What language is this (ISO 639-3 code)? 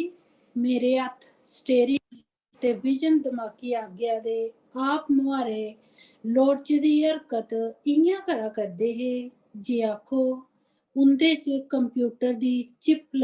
doi